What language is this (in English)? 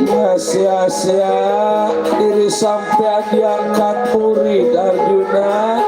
Betawi